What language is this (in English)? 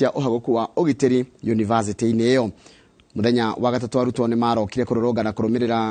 Kikuyu